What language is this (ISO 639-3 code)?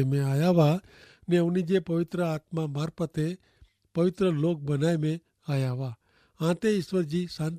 kfr